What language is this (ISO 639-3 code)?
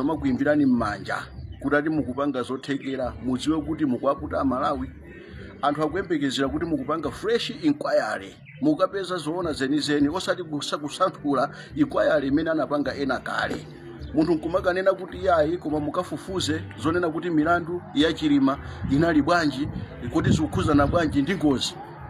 nya